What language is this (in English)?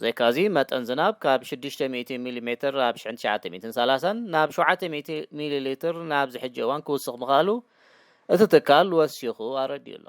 Tigrinya